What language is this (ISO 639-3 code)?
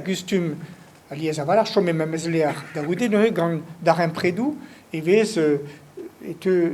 bre